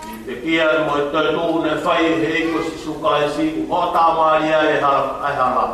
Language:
Tongan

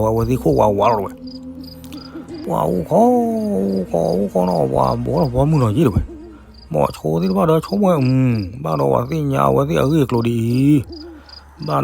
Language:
S'gaw Karen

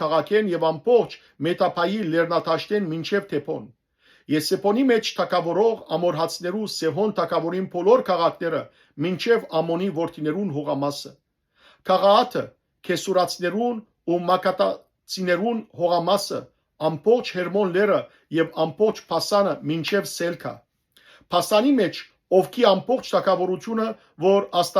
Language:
Western Armenian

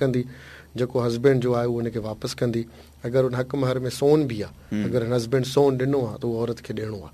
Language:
Sindhi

